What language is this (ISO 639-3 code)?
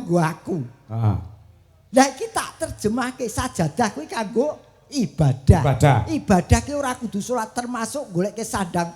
jav